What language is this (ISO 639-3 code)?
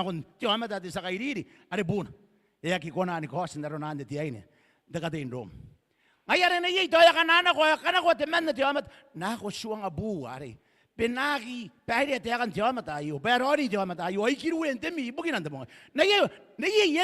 gil